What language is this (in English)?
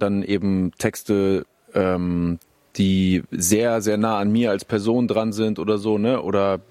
German